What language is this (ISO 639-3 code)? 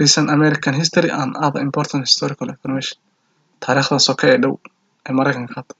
som